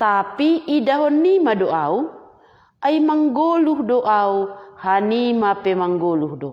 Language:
Batak Simalungun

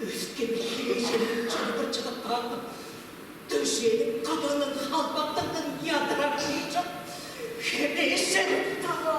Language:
Tuvinian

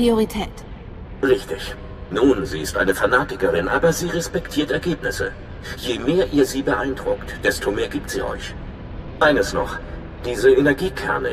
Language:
German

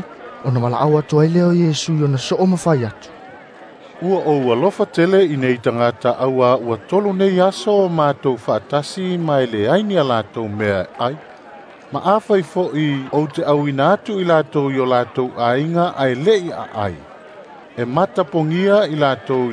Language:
Samoan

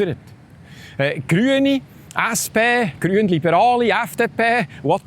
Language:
Swiss German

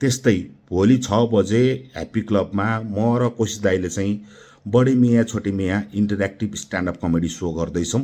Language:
Nepali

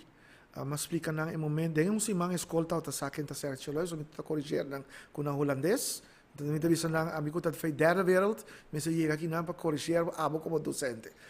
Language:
Papiamento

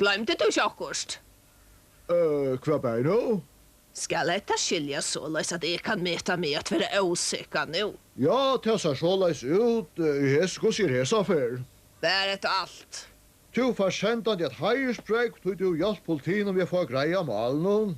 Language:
Faroese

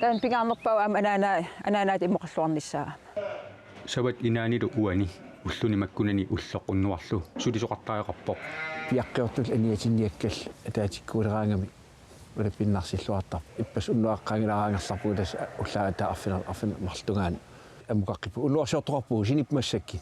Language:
Kalaallisut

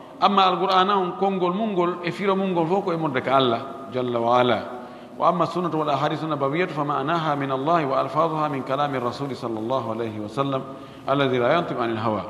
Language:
Pular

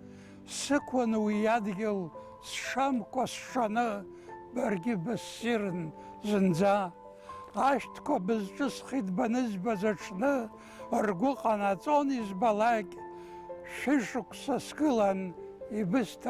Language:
Abkhazian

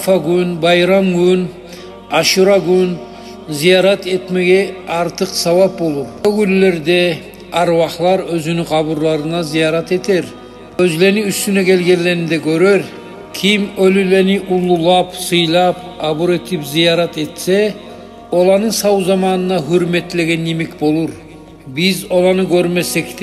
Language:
Kumyk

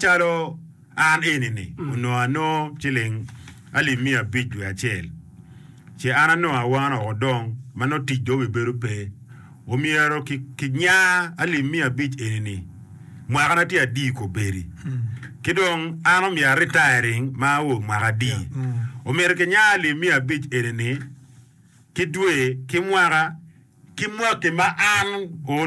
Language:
Acoli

